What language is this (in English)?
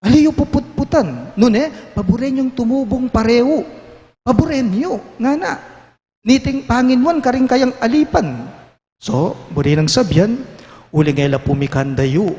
Pampanga